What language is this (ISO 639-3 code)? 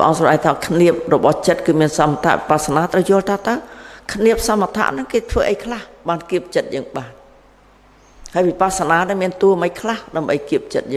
khm